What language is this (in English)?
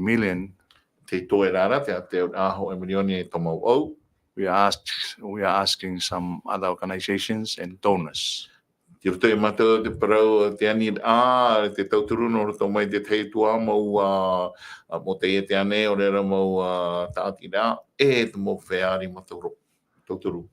Tahitian